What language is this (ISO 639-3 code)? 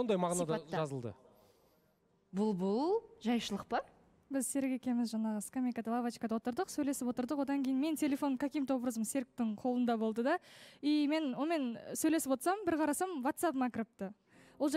kaz